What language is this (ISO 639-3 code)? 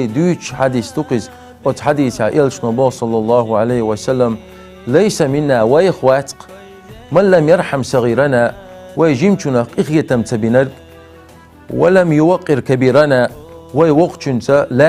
che